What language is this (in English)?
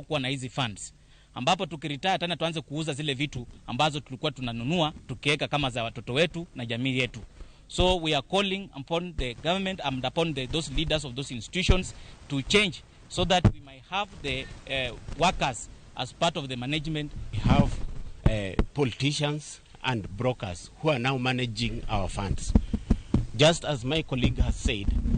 Luo (Kenya and Tanzania)